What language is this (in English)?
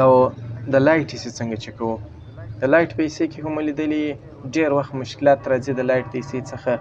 Pashto